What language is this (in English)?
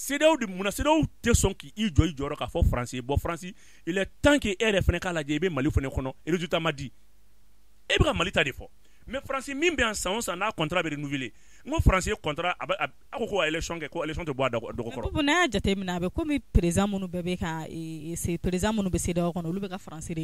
Bambara